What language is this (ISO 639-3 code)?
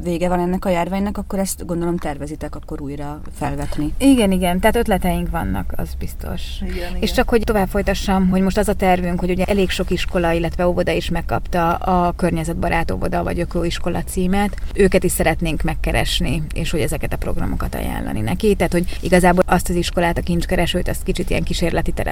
hun